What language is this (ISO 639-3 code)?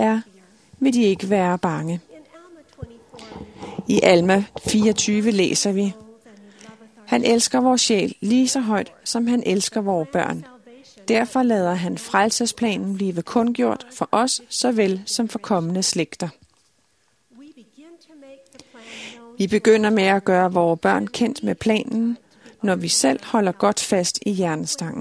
dan